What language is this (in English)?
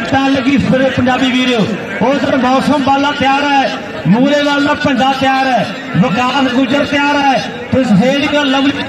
Punjabi